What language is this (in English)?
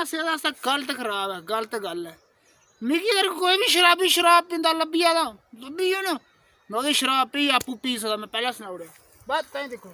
Dogri